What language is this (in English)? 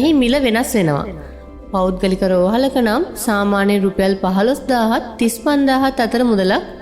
Sinhala